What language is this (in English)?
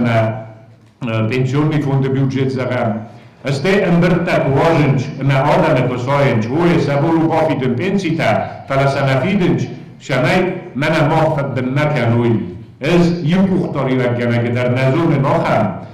Ossetic